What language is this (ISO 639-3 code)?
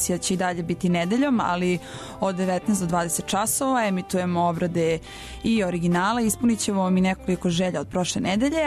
srp